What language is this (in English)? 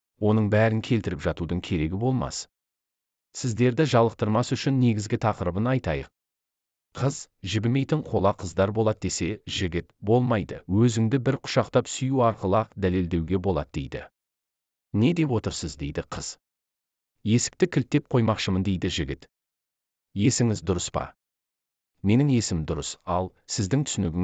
Kazakh